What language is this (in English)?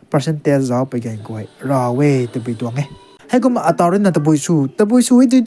Rongmei Naga